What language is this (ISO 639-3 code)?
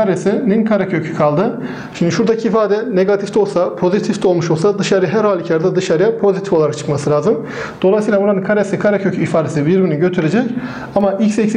tur